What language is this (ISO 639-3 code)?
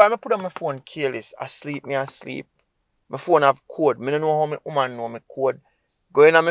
jam